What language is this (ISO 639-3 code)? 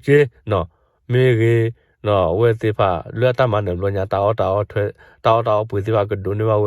ksw